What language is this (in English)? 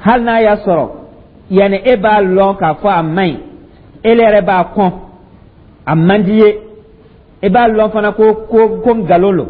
Dyula